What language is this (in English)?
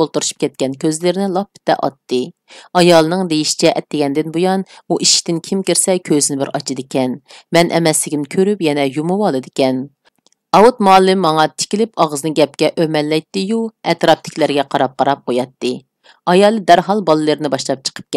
Uyghur